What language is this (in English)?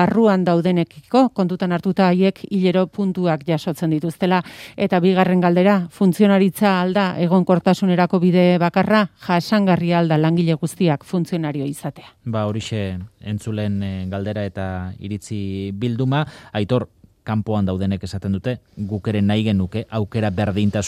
Basque